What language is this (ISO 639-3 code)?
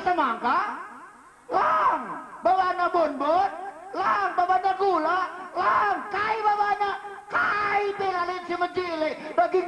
btx